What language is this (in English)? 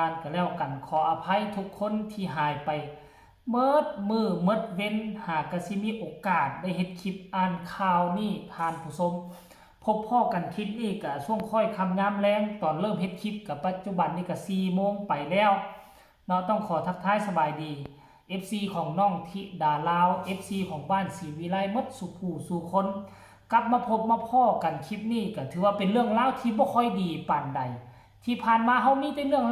Northeastern Thai